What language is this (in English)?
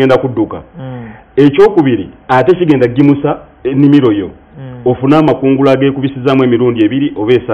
Ganda